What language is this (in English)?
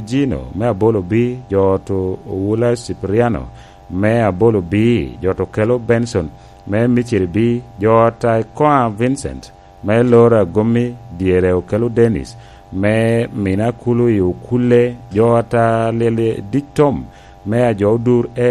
Lango (Uganda)